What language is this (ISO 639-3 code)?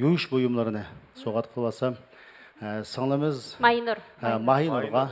uig